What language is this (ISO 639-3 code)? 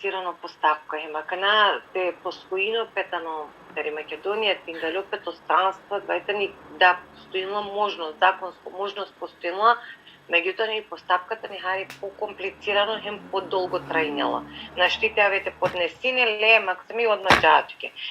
rmn